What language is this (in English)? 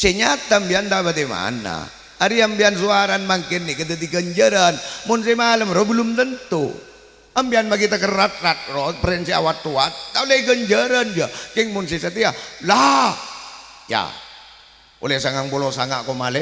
Madurese